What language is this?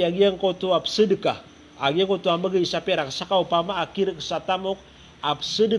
Maranao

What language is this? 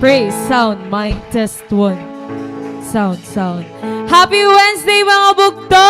Waray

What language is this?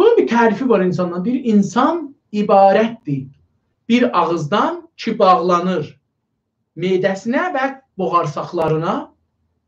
South Azerbaijani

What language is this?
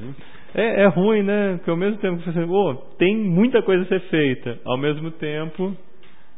Portuguese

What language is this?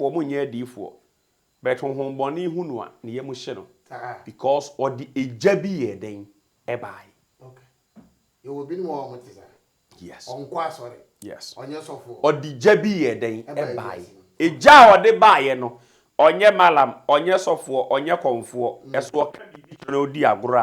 Akan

